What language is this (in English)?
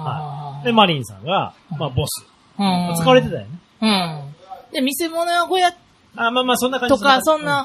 Japanese